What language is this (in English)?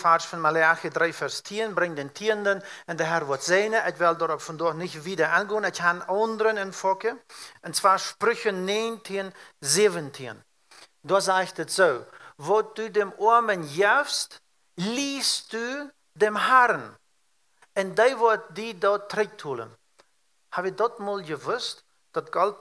Plautdietsch